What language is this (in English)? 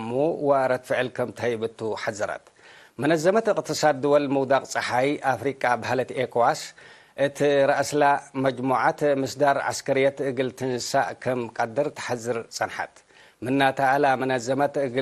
Tigre